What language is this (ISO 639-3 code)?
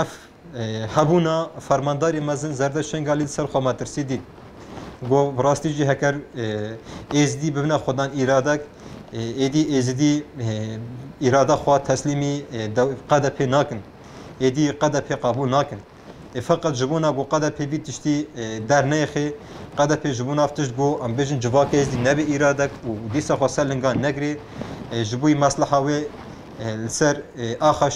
kur